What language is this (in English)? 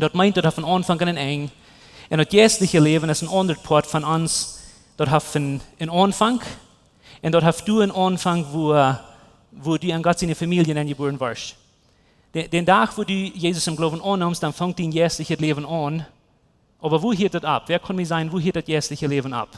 Plautdietsch